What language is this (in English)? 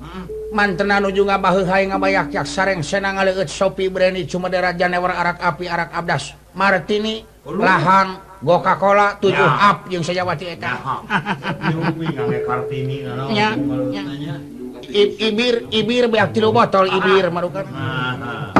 Sundanese